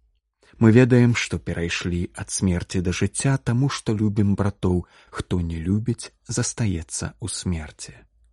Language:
Belarusian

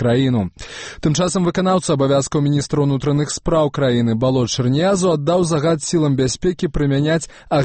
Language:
Belarusian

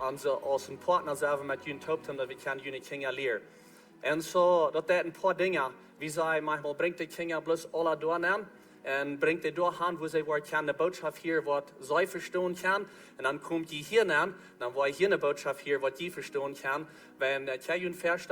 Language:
Plautdietsch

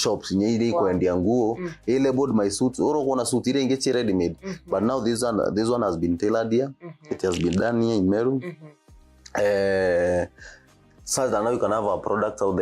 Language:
Meru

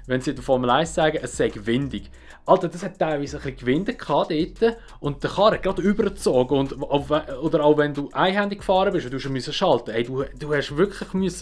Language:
Swiss German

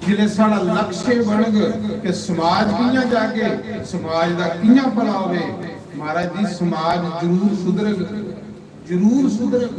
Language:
Dogri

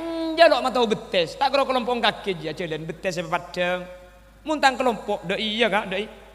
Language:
Madurese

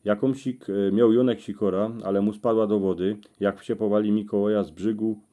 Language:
Silesian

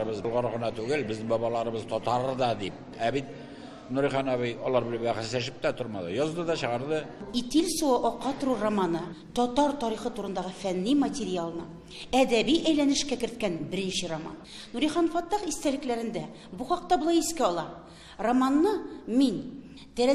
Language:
Tatar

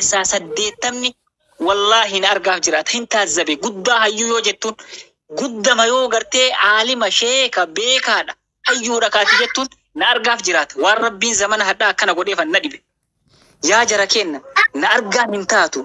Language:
Oromo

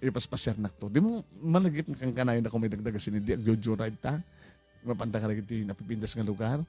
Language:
Iloko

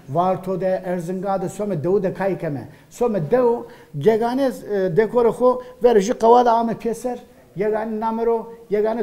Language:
Zaza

